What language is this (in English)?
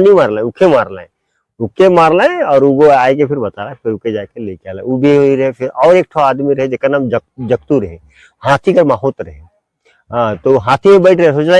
Sadri